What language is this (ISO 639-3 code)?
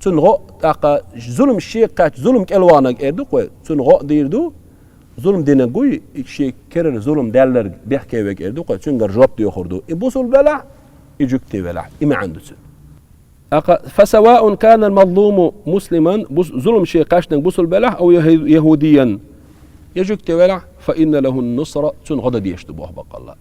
che